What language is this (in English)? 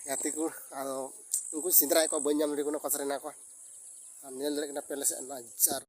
Santali